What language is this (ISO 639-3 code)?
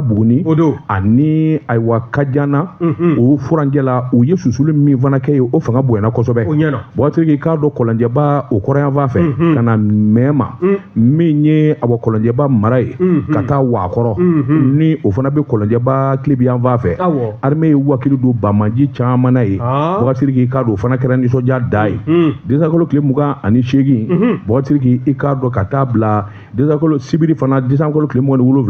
bam